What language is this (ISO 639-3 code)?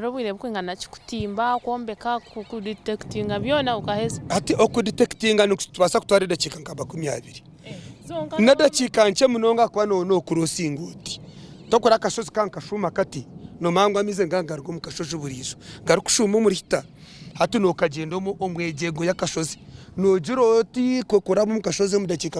nyn